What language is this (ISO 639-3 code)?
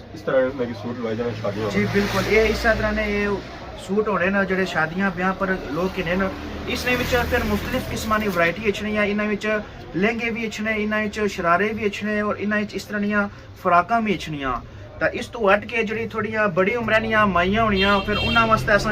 phr